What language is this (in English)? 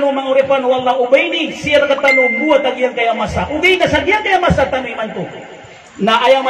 Maranao